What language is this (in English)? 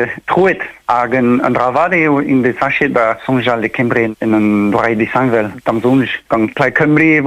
Breton